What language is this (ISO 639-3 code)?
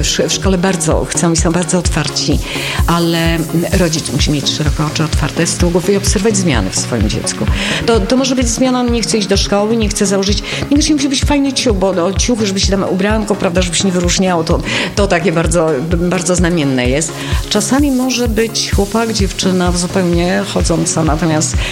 pol